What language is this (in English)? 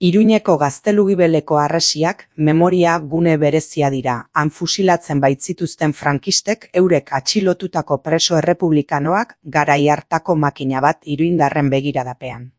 Basque